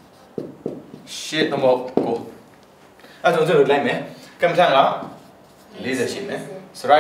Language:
Burmese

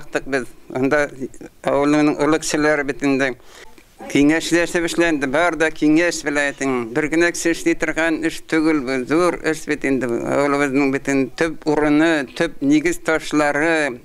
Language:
Bashkir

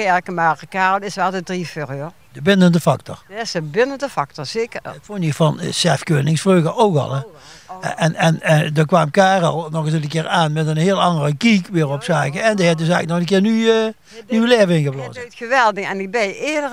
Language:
Limburgish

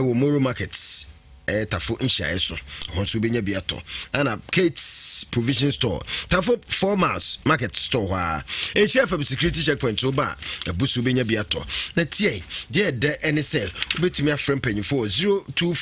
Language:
Akan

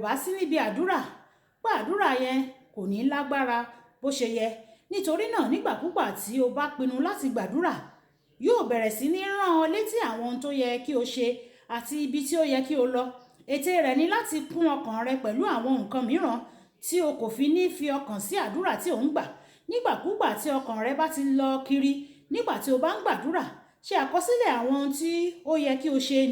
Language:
Yoruba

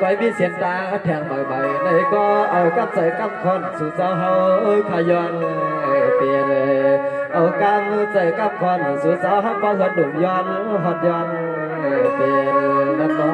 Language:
Shan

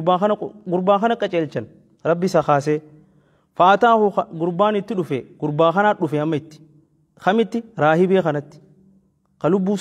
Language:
Oromo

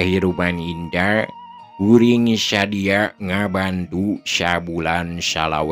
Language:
Sundanese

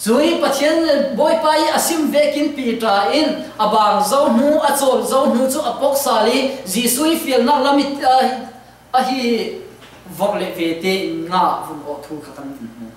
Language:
Falam Chin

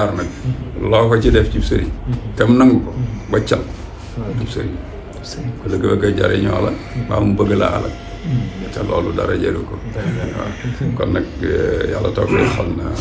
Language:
Wolof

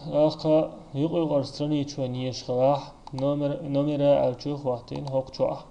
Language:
Chechen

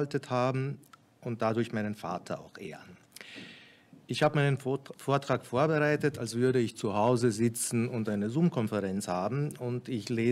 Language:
German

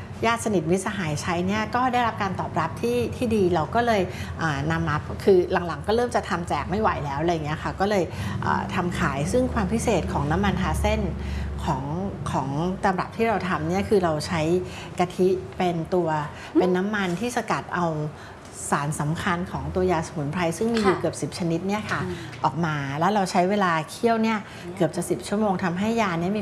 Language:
Thai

